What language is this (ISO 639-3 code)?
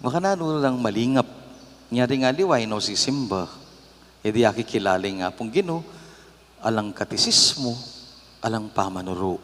pam